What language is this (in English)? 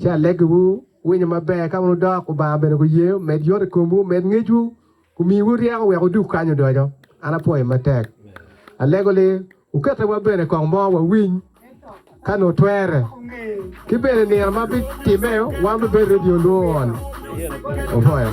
Acoli